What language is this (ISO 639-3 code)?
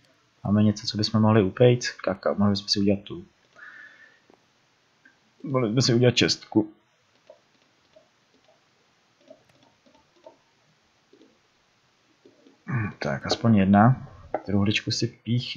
ces